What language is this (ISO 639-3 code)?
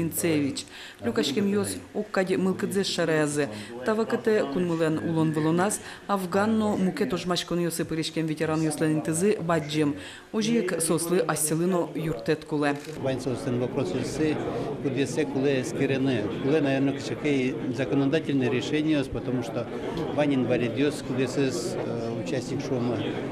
udm